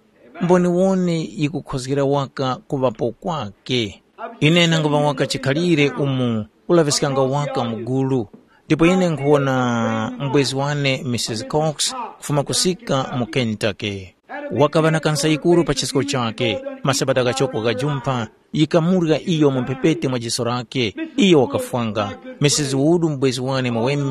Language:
Tumbuka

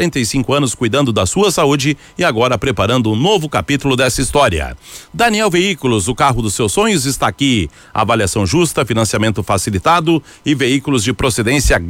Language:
Portuguese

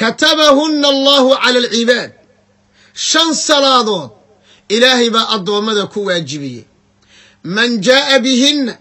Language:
Somali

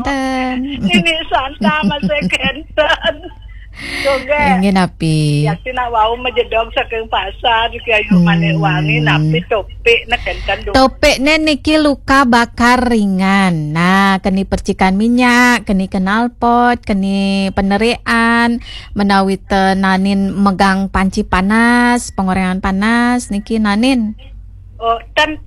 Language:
Balinese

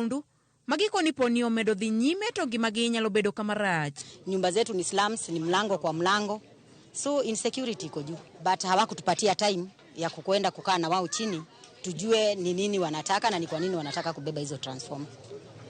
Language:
Luo (Kenya and Tanzania)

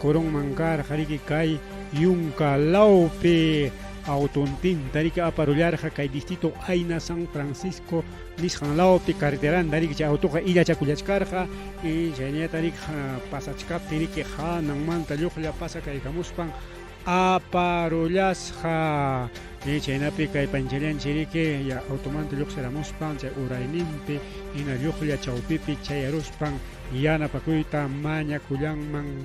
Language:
Ayacucho Quechua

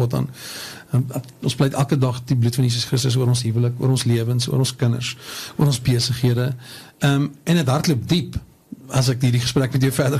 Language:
Afrikaans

